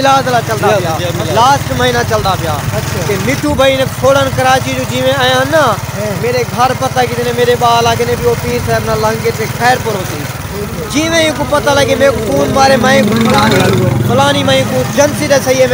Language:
Saraiki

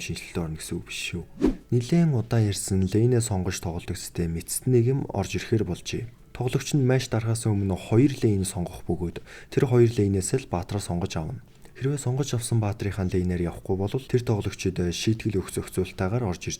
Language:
Mongolian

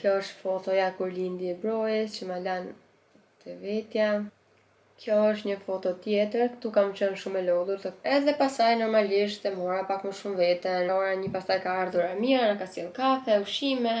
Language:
Albanian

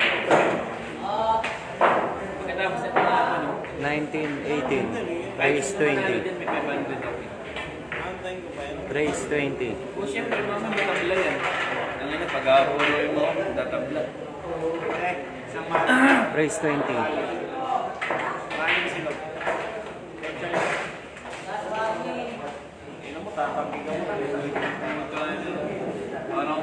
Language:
Filipino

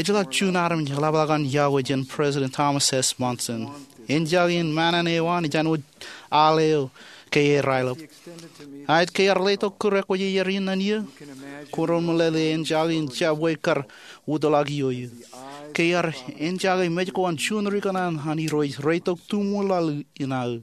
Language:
Marshallese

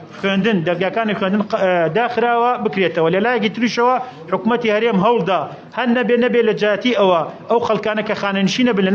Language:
Central Kurdish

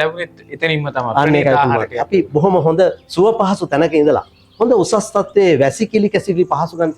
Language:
Sinhala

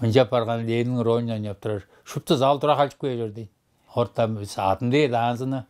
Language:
Tuvinian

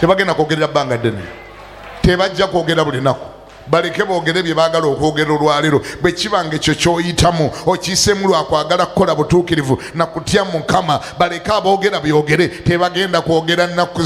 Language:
Ganda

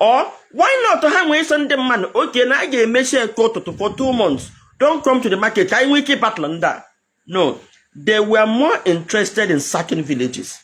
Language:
Igbo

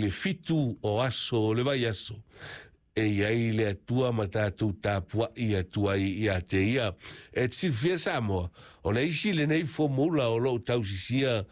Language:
Samoan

